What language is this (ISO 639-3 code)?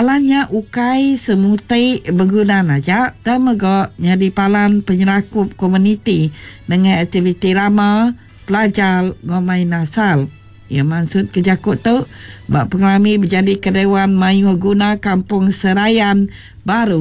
iba